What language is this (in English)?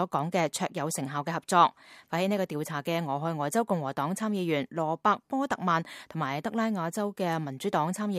Cantonese